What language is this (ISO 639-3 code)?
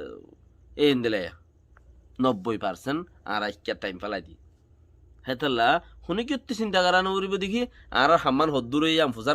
rhg